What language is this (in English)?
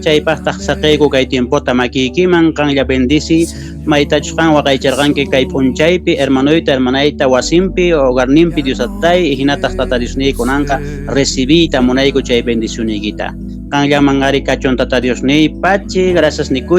Quechua